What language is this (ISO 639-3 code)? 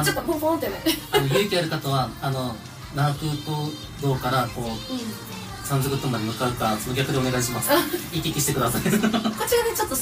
jpn